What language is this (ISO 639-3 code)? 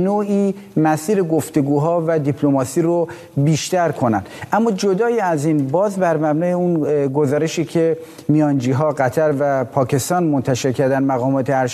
fas